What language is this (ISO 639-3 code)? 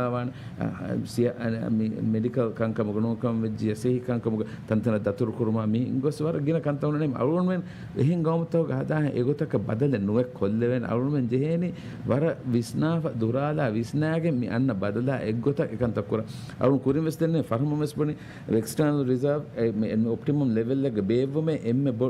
div